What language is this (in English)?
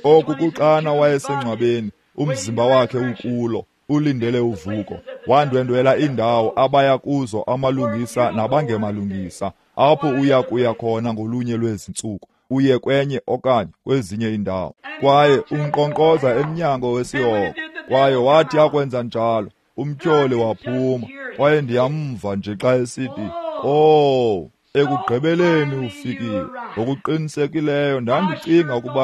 Xhosa